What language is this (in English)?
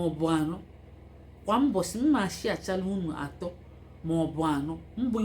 Igbo